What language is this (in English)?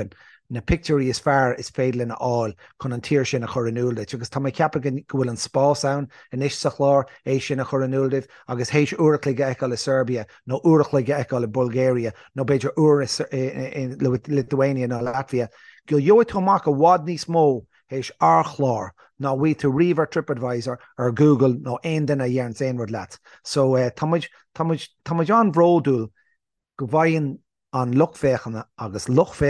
Irish